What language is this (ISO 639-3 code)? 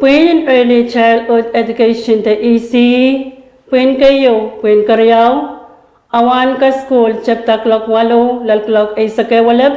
pon